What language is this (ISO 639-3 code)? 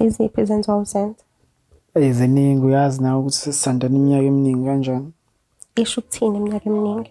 zul